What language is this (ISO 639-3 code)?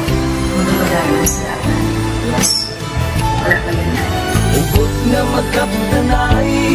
hil